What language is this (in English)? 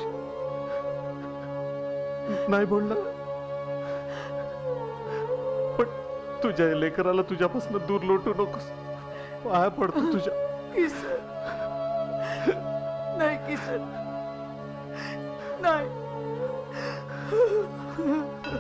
Marathi